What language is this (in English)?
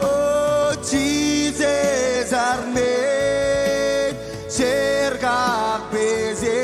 Marshallese